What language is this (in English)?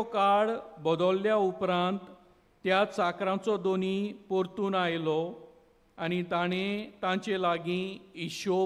Konkani